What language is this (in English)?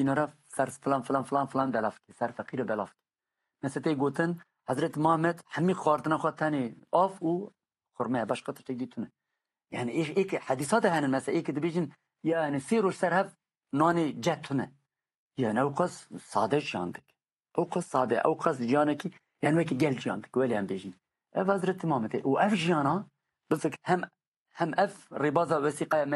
Kurdish